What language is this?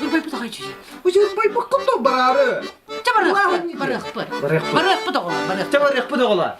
Yakut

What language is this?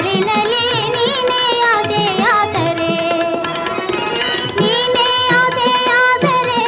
Kannada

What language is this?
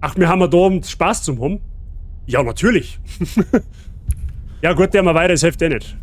Bavarian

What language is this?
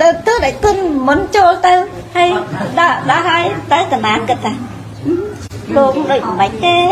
Khmer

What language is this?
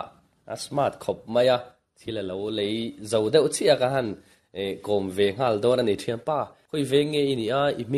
Mizo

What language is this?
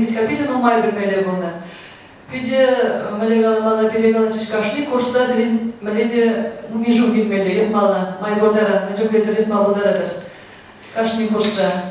Chuvash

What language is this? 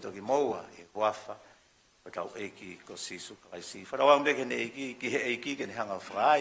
Tongan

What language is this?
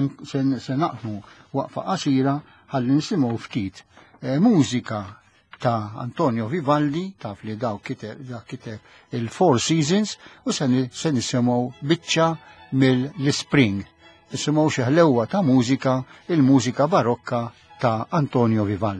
Maltese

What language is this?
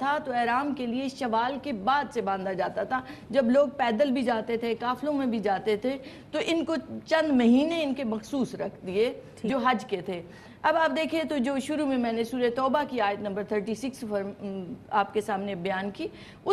Urdu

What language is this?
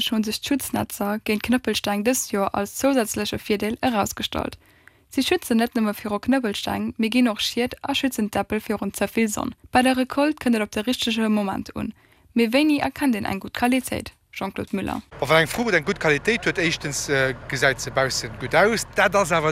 Luxembourgish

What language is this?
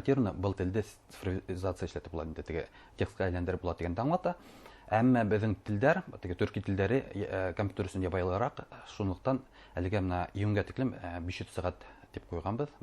Bashkir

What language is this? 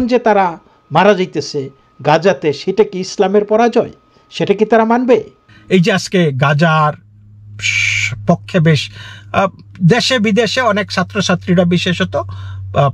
Bangla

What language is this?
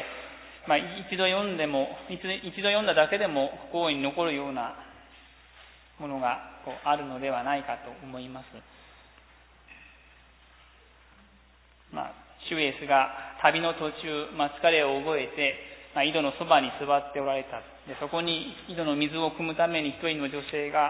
Japanese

